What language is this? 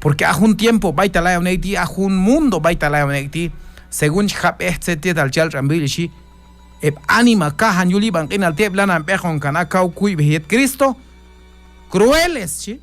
Q'anjob'al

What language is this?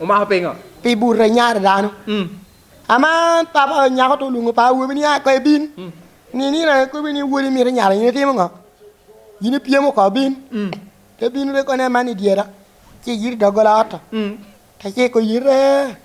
Lango (Uganda)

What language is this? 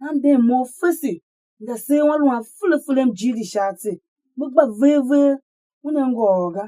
Tiv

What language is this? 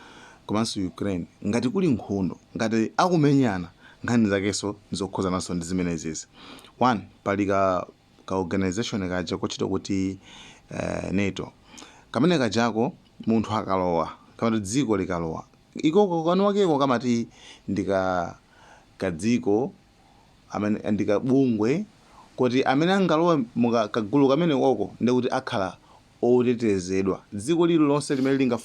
Nyanja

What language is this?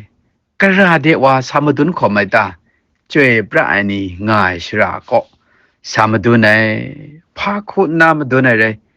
Kachin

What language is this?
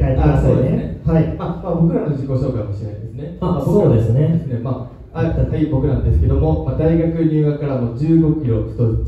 Japanese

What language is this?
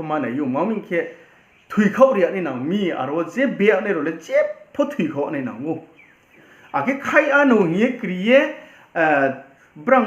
Riang (India)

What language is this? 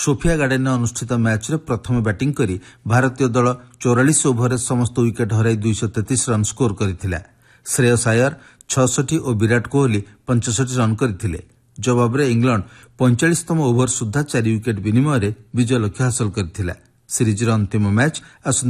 Odia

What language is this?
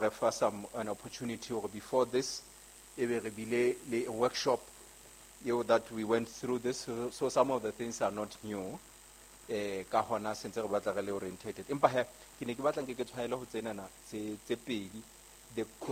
Southern Sotho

